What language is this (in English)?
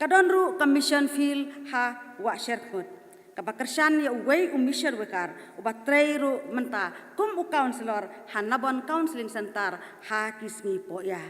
Khasi